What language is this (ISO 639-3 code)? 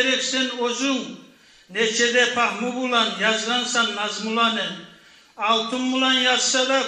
kum